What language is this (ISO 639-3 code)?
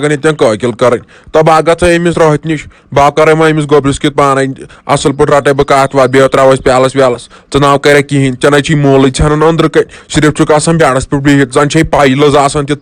kas